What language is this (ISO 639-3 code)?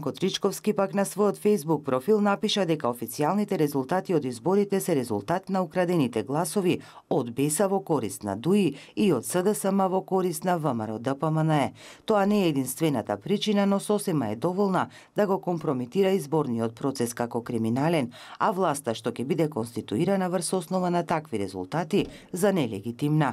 mkd